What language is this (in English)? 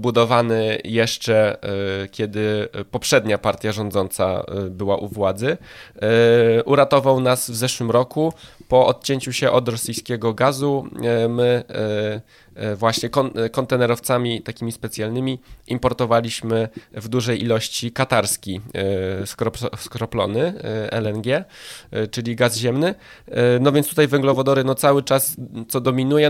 Polish